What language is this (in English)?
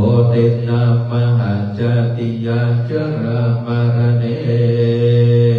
Pali